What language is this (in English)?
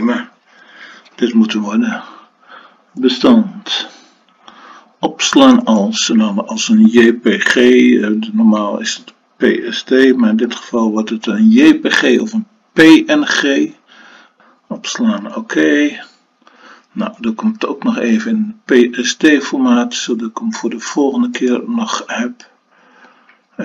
Dutch